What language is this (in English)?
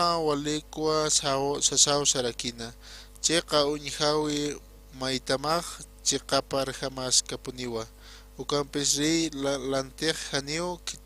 Aymara